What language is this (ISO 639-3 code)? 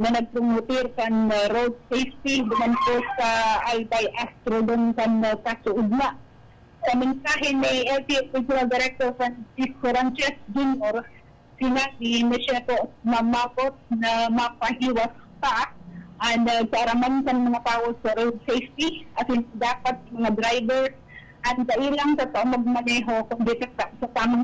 bik